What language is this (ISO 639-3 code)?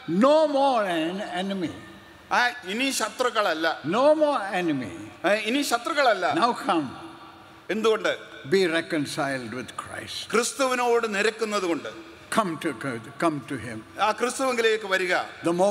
eng